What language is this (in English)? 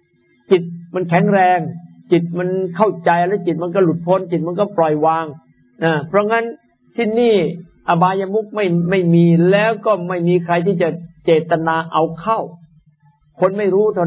Thai